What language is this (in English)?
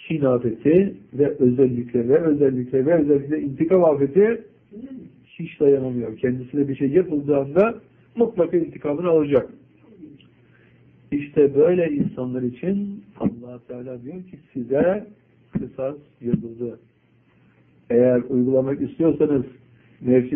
Turkish